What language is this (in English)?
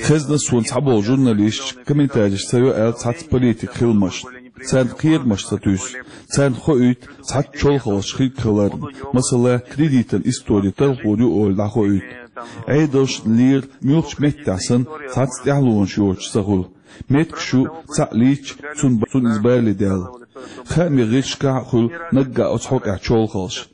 Chechen